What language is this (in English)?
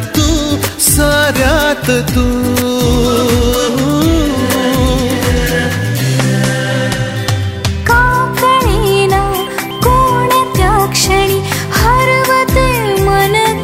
Marathi